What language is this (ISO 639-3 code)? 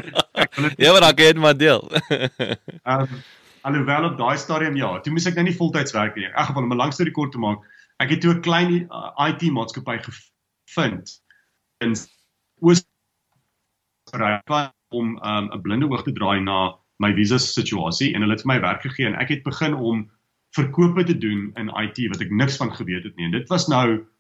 afr